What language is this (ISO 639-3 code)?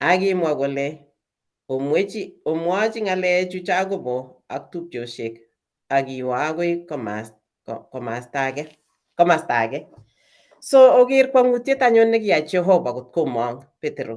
kln